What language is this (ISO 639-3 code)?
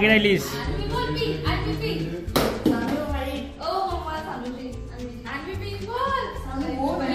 mar